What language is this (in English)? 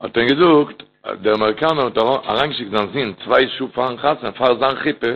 Yiddish